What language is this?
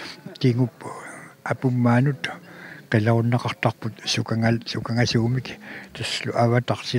Kalaallisut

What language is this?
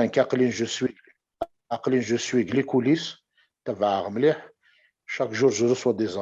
Kabyle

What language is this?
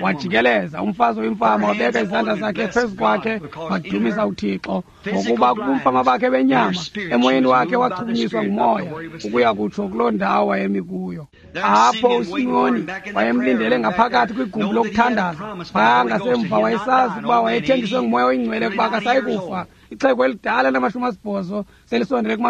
Xhosa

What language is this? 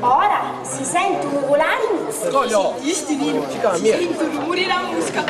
Sicilian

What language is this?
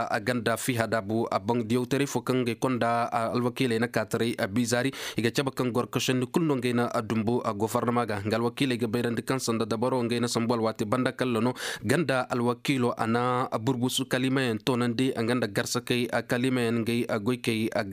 Koyraboro Senni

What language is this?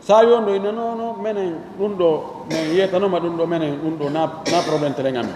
Fula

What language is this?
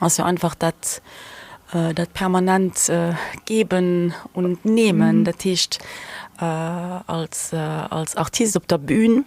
Luxembourgish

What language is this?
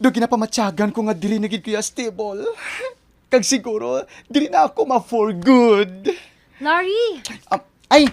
Hiligaynon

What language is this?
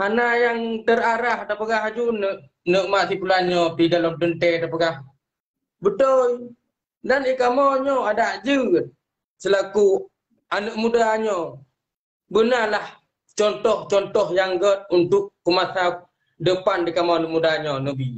Achinese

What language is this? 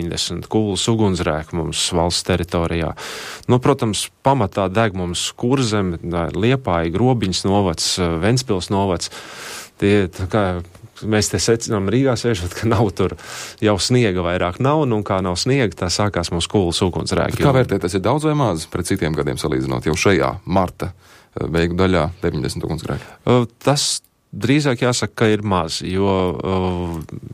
Latvian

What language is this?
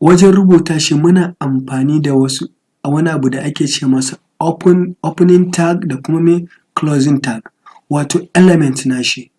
Hausa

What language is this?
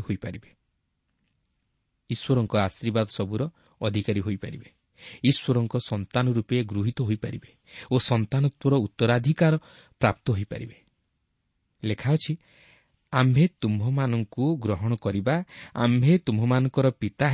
Odia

